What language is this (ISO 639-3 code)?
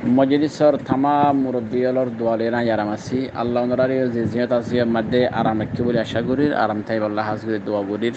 rhg